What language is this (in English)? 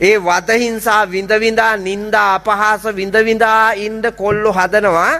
Sinhala